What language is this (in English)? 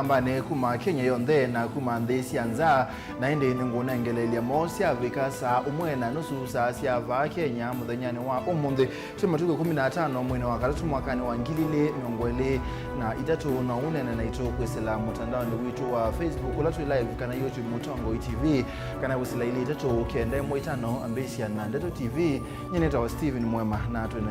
Kamba